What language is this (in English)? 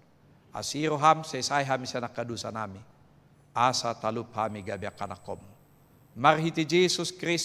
Batak Toba